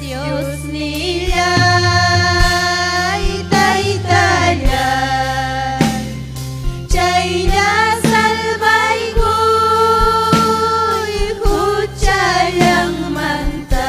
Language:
Ayacucho Quechua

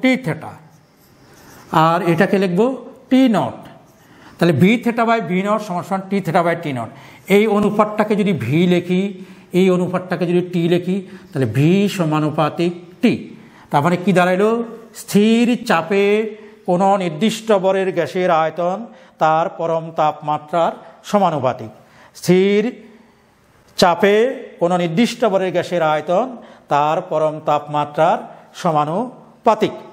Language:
Bangla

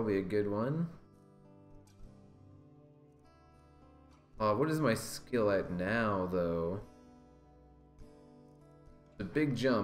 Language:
English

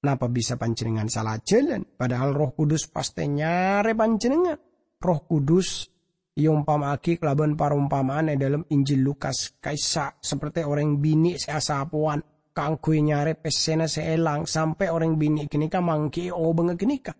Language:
Madurese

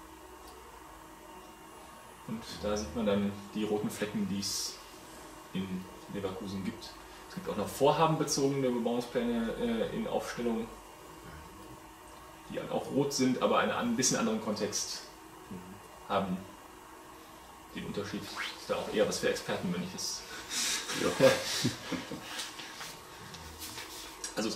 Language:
German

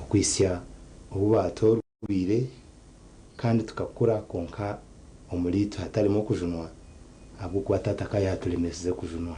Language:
Nyankole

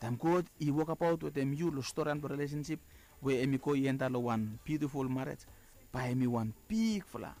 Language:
Bislama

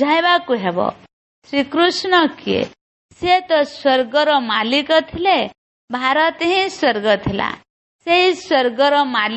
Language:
Odia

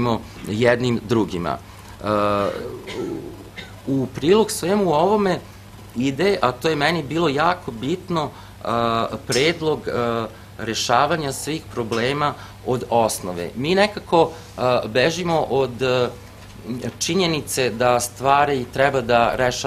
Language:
Serbian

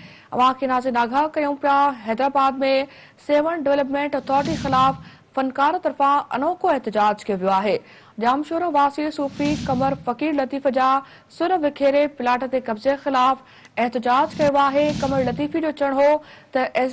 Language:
Sindhi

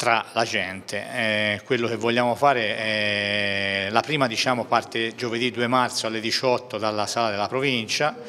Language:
Italian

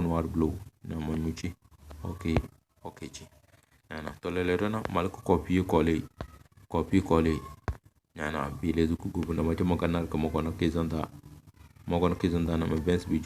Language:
Tem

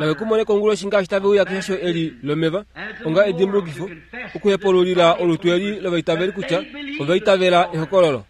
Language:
Kuanyama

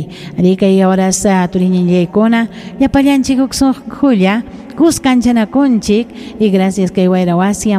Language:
Ayacucho Quechua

